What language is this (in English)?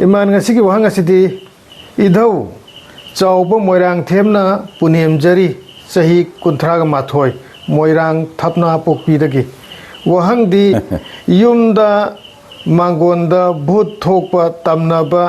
Manipuri